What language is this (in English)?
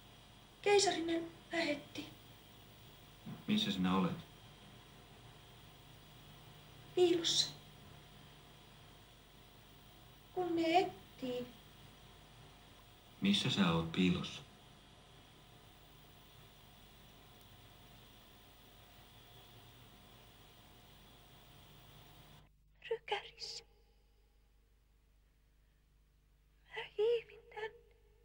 Finnish